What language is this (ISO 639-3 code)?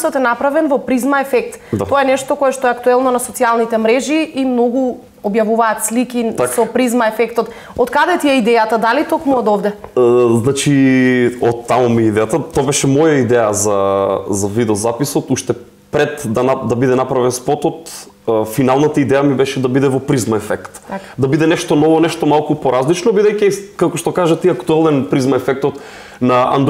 mkd